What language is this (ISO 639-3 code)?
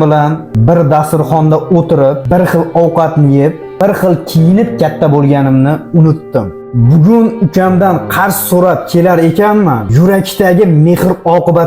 uzb